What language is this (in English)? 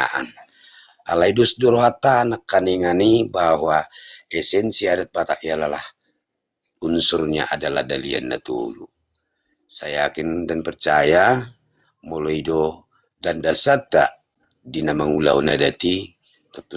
Batak Toba